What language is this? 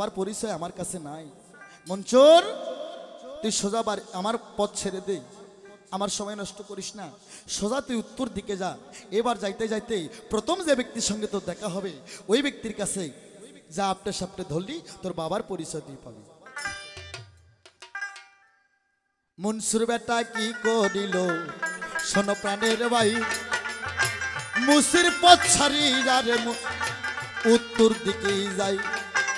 Bangla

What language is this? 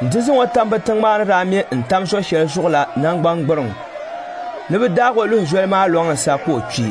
Dagbani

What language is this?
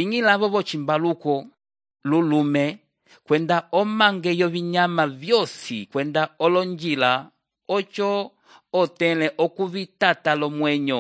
Umbundu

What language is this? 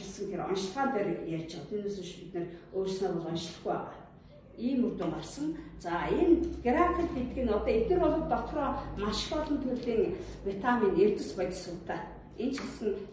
Mongolian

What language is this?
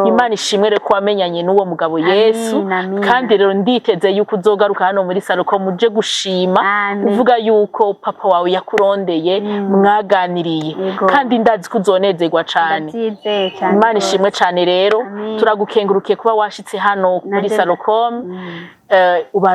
Rundi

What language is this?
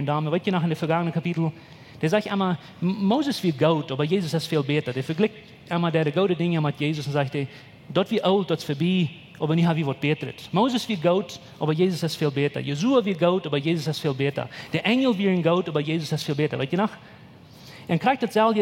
Plautdietsch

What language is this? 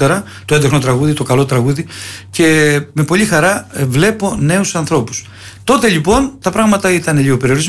Greek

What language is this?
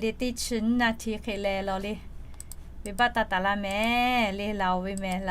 Lahu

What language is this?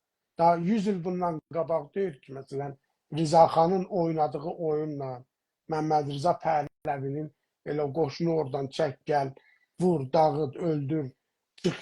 South Azerbaijani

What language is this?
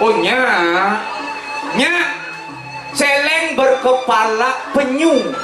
Balinese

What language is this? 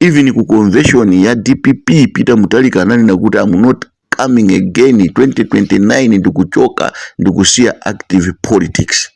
Nyanja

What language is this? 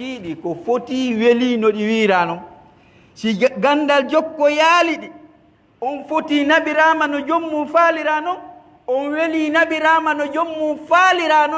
Pular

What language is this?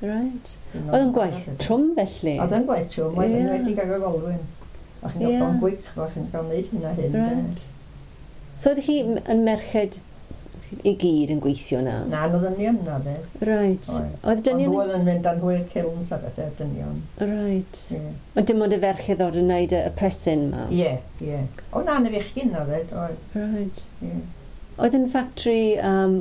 Welsh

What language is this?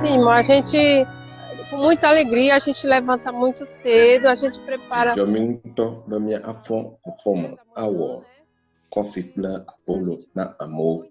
Ewe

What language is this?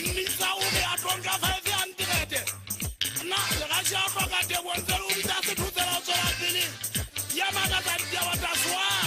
Southern Sotho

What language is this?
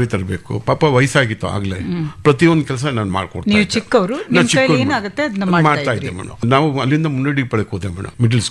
Kannada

